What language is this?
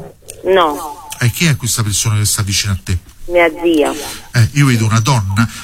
Italian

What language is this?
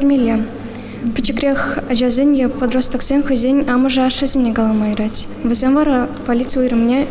Chuvash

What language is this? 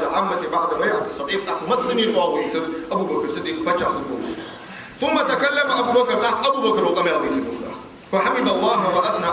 Ingush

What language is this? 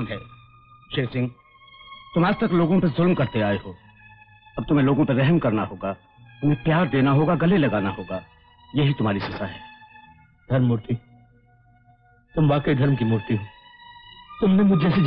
Hindi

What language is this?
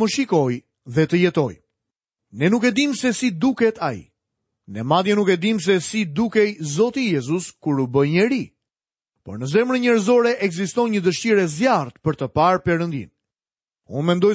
Albanian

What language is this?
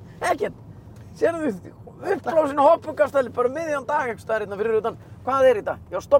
Icelandic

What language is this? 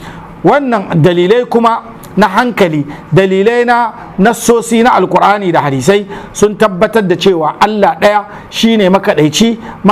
Hausa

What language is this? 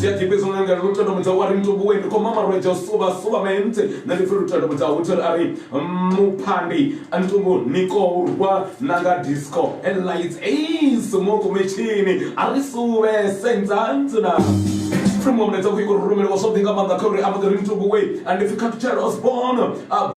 Venda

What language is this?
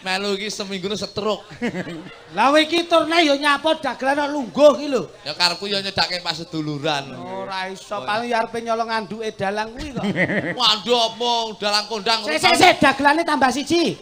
Javanese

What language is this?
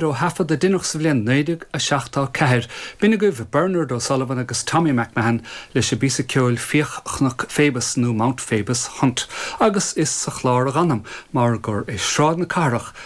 Irish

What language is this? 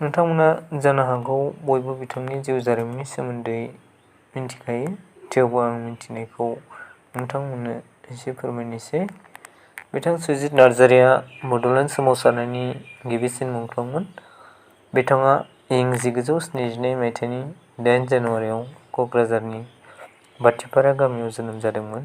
Bodo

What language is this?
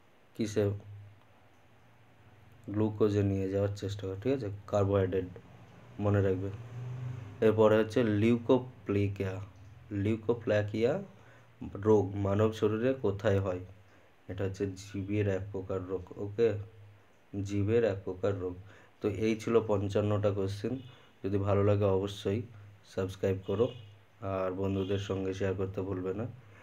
Bangla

